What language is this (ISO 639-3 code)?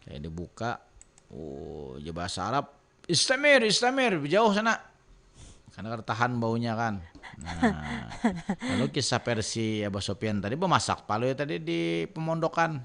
bjn